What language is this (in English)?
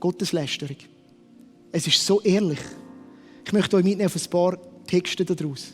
Swiss German